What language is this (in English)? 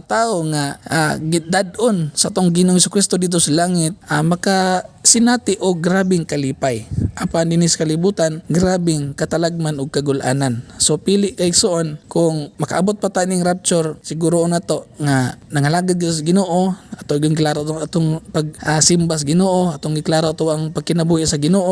Cebuano